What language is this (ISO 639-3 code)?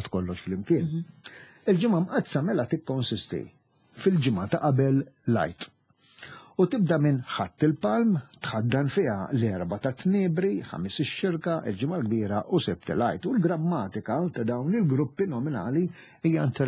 mlt